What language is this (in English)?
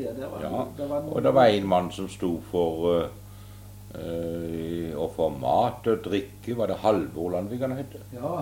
Norwegian